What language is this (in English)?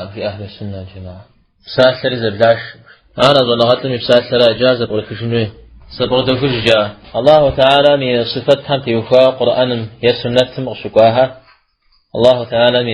Kabardian